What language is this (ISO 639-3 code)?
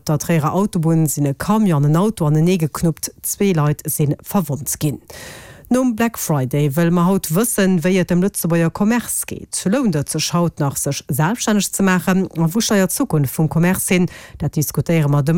ltz